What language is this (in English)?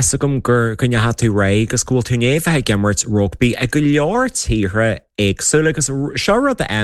Irish